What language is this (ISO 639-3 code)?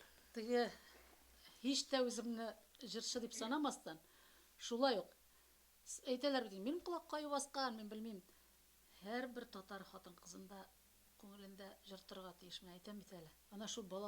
tat